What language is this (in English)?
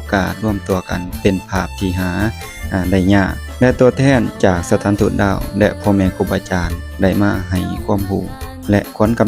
Lao